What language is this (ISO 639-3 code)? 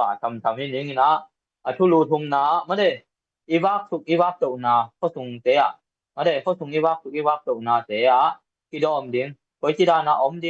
ctd